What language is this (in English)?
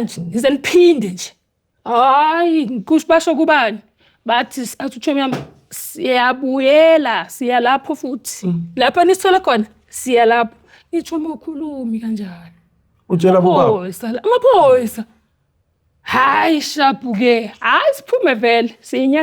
Zulu